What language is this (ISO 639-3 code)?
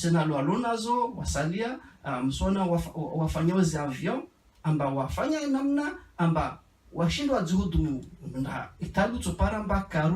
zdj